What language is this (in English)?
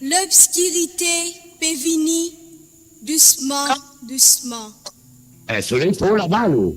Morisyen